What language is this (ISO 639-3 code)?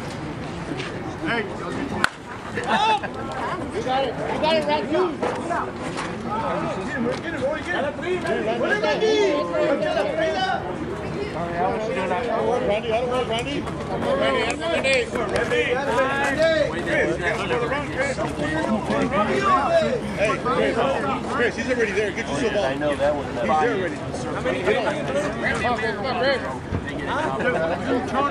eng